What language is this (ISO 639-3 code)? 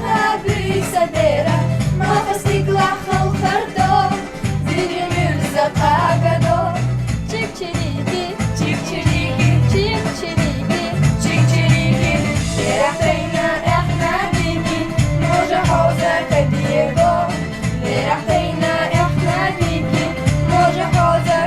che